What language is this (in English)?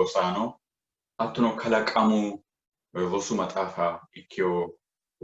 Sidamo